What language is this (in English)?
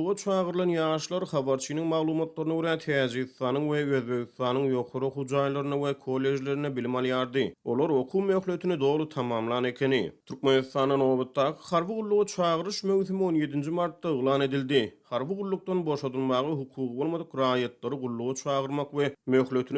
Turkmen